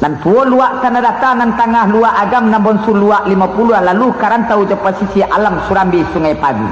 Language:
Minangkabau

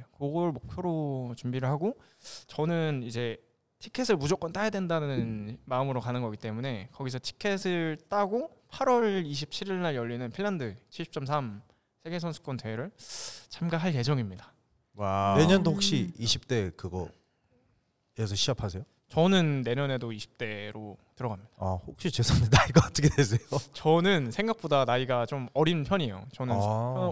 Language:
Korean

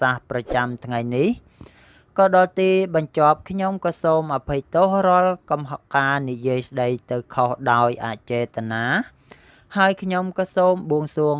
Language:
Khmer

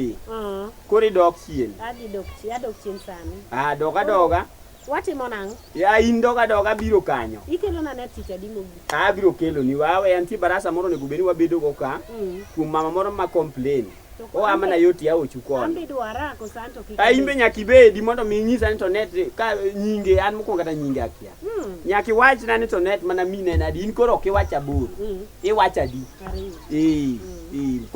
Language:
Luo (Kenya and Tanzania)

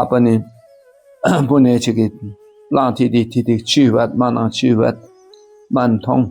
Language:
Dakpakha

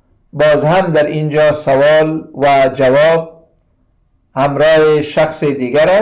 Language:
Persian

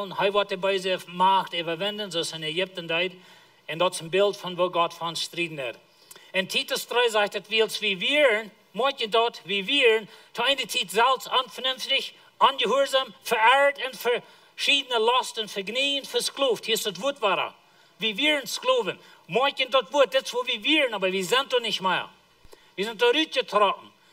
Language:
Plautdietsch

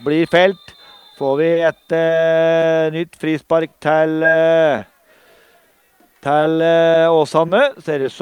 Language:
Norwegian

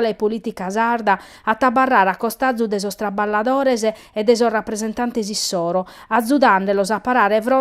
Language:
Sardinian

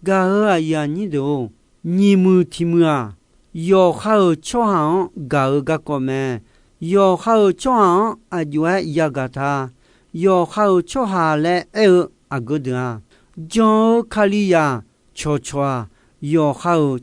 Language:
Akha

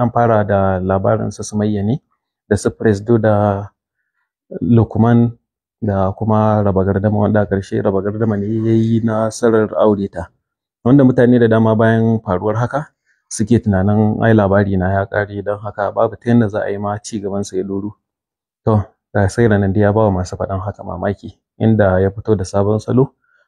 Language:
Hausa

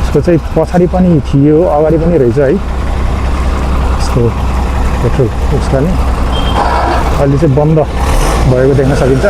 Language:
Nepali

